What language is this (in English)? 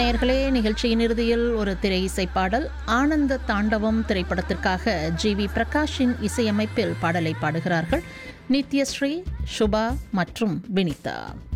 Tamil